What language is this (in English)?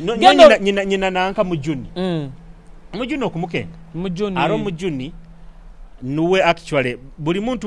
Nyoro